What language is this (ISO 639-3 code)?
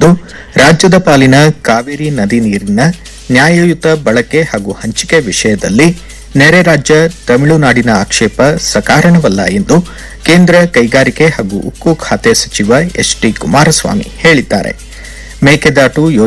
kan